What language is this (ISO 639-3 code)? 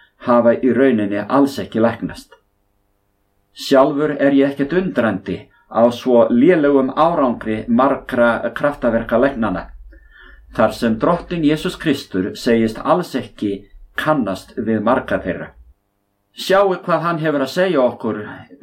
isl